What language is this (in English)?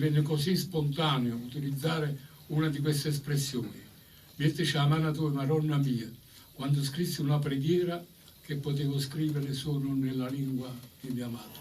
Neapolitan